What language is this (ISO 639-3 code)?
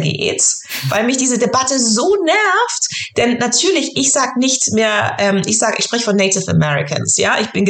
deu